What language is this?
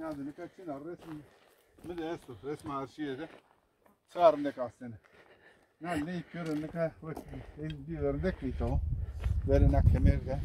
Zaza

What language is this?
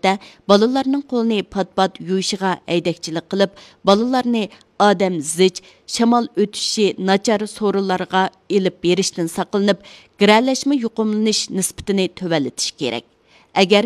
Uyghur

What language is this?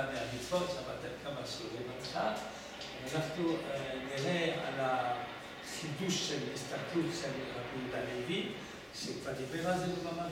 Hebrew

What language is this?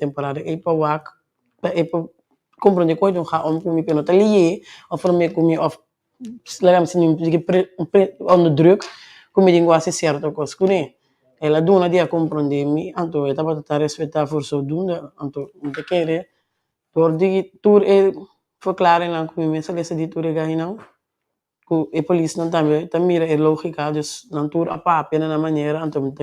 Papiamento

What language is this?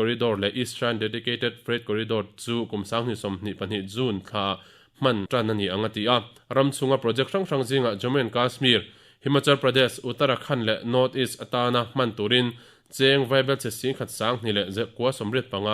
Mizo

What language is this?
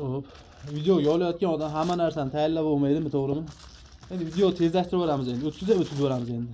Uzbek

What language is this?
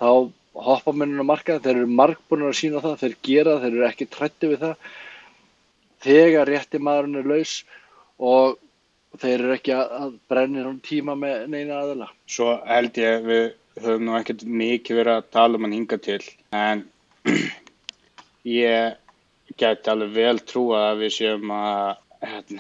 Icelandic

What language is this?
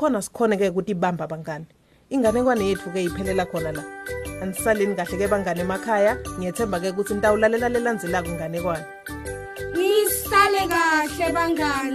Swati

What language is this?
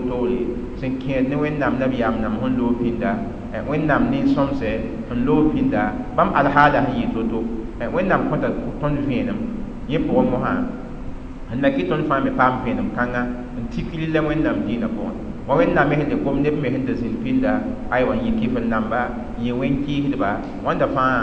Mossi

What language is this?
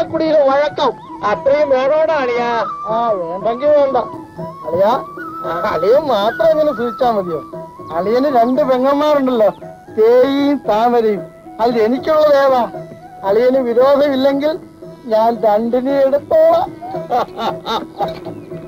Malayalam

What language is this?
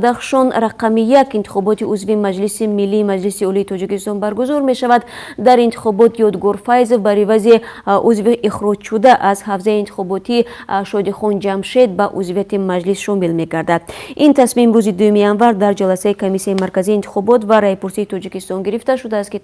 Tajik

